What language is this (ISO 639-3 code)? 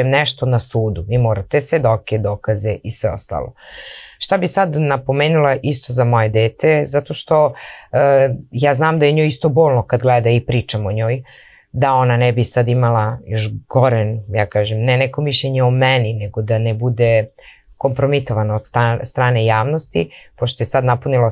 srp